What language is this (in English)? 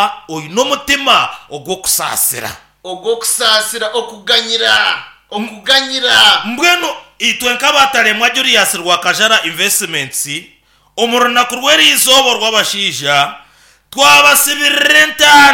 Nyankole